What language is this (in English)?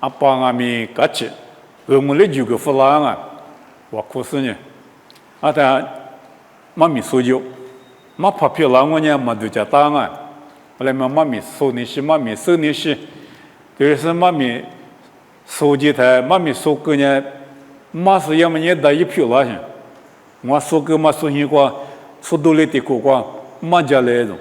Lisu